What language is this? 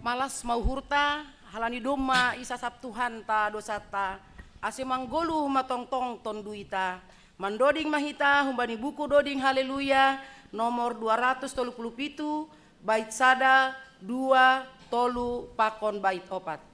Batak Simalungun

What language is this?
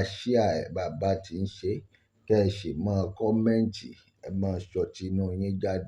Yoruba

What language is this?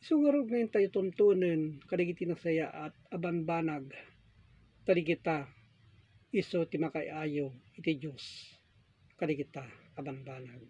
Iloko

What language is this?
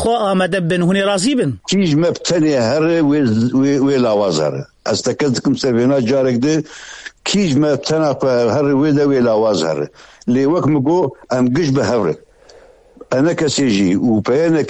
Kurdish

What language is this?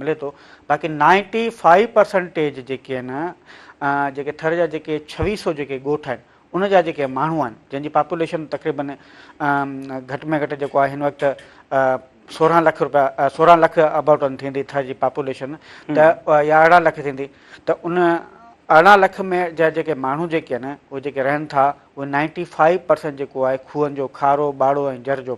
Sindhi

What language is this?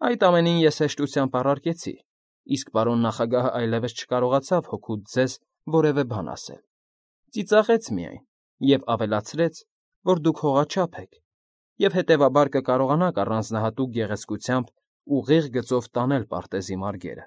Armenian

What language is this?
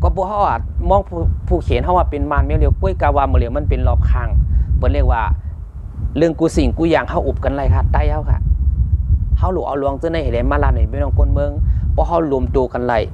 Shan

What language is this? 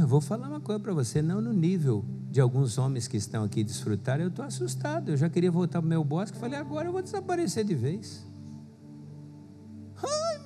Portuguese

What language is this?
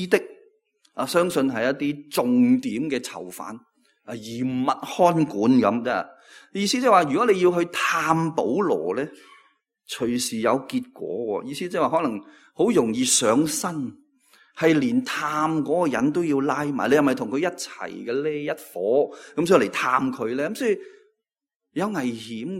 Cantonese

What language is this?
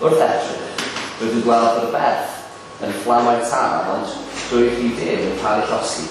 Welsh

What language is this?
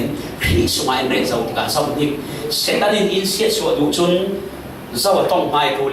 Falam Chin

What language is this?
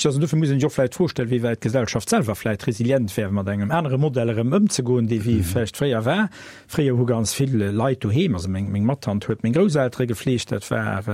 Luxembourgish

